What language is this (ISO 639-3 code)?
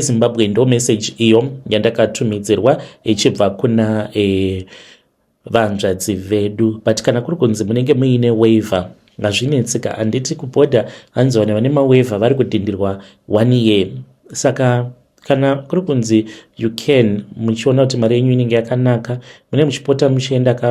sna